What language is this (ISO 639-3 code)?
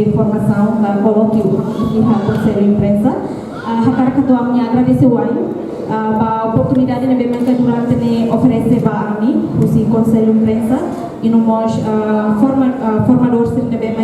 tet